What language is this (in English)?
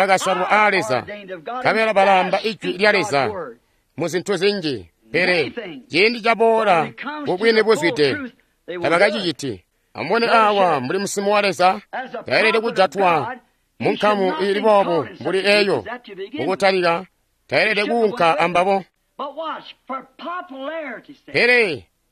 Tonga (Zambia)